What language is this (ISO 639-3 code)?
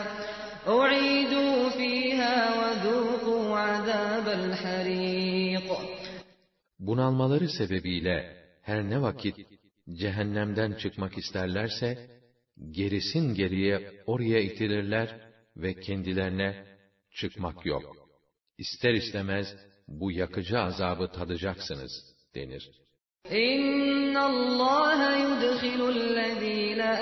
tur